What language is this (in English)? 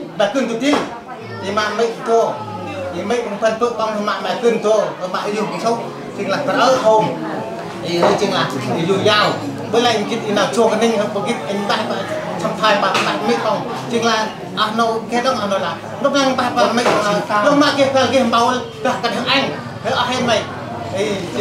Central Mnong